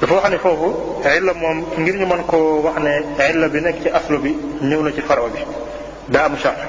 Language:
Wolof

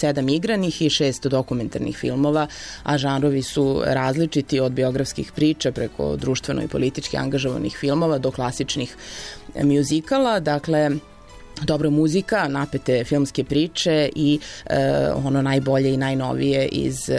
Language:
Serbian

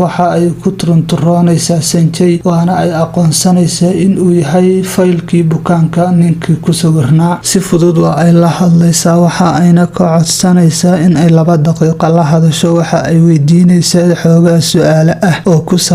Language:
Somali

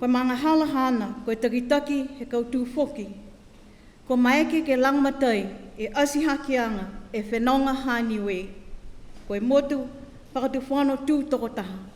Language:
Niuean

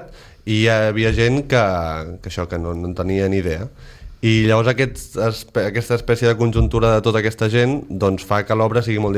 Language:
Catalan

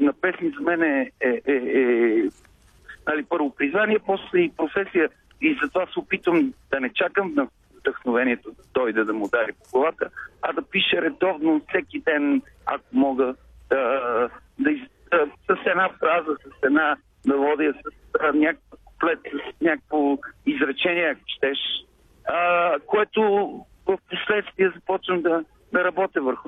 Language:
Bulgarian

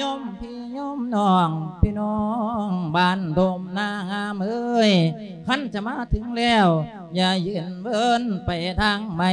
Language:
Lao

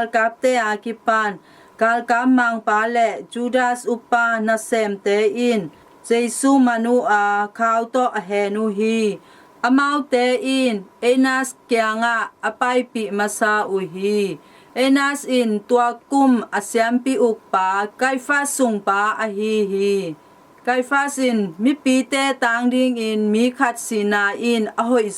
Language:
Tedim Chin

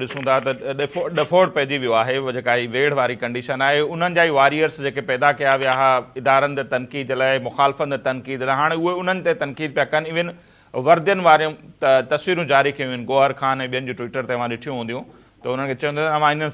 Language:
Sindhi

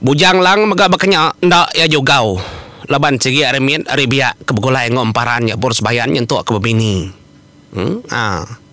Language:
Iban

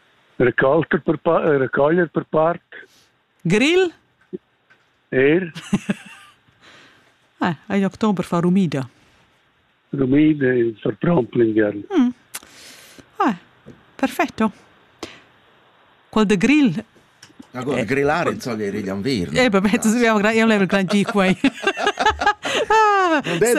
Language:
Italian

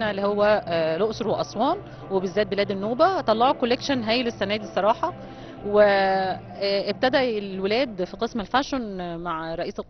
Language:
Egyptian Arabic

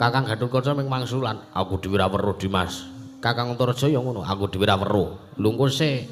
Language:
Javanese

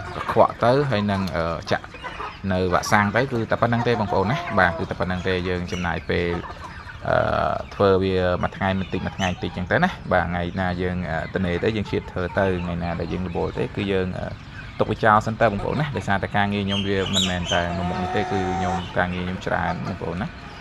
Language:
Khmer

